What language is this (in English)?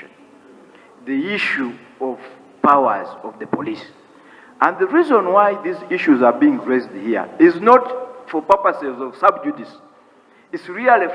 Nyankole